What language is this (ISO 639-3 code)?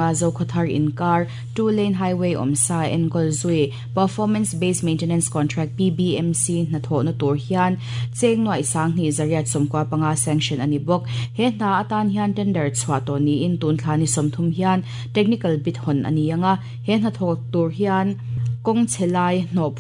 lus